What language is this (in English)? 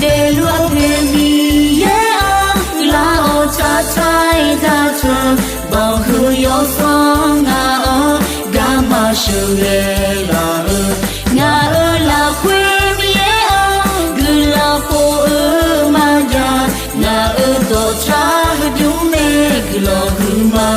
Akha